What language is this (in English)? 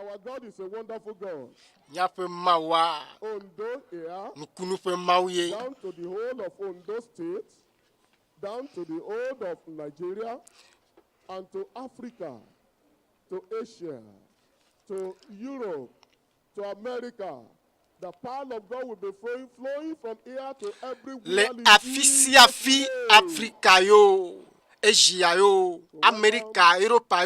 Ewe